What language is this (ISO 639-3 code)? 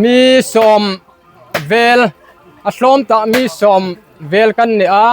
hmr